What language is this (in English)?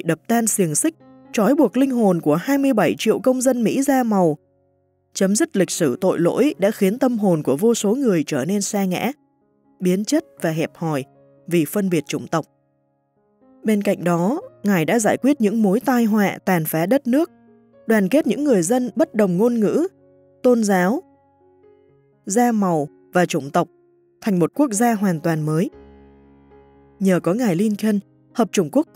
Vietnamese